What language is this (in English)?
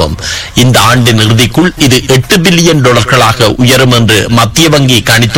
Tamil